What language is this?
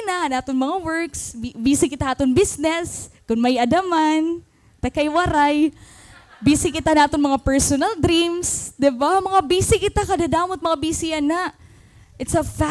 Waray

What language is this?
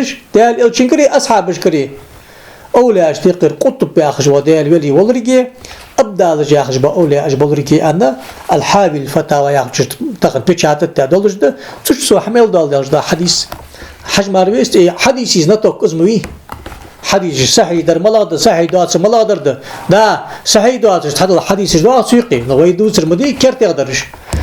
Ingush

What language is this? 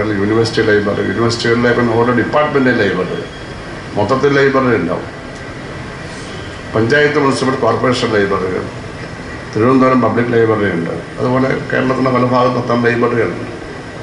Malayalam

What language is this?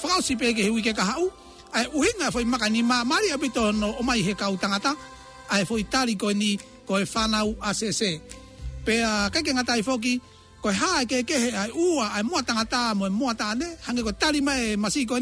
Tongan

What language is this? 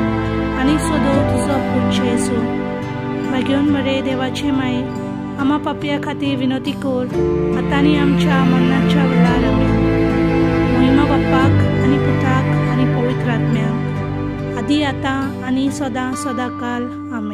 Konkani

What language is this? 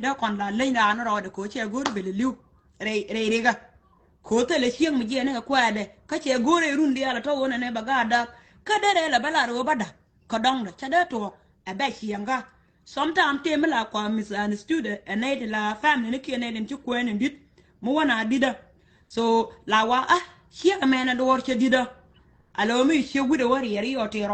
Nuer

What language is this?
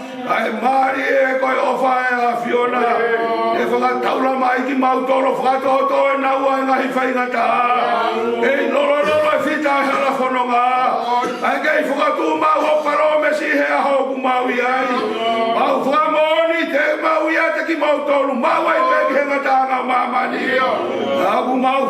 Tongan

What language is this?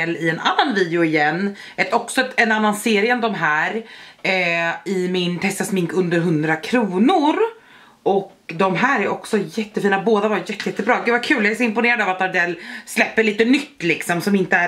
Swedish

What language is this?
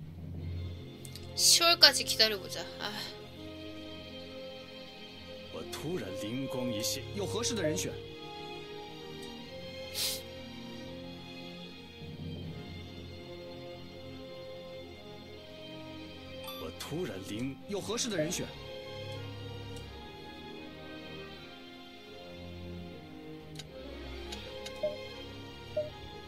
Korean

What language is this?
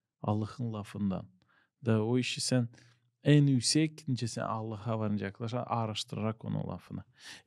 Gagauz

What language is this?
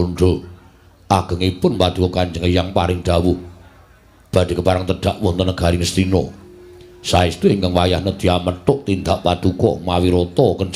Javanese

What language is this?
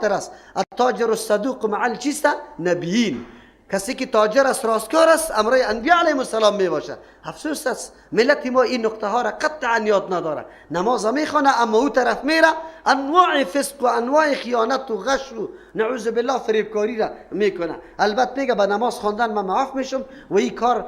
Persian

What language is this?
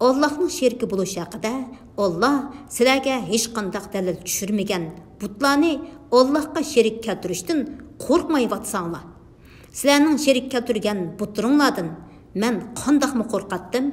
Uyghur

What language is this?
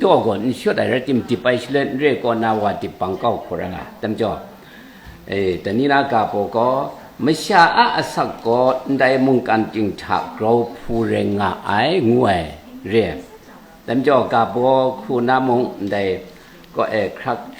Kachin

